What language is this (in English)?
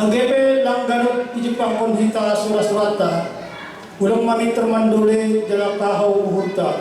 Batak Simalungun